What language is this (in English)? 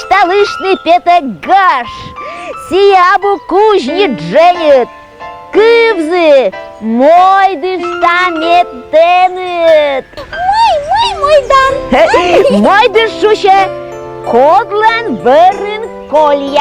Komi